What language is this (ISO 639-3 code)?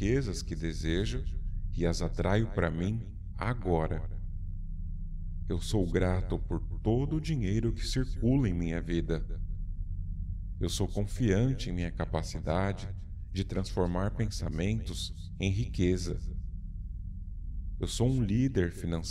por